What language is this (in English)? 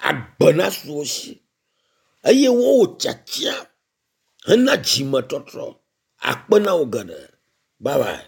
Ewe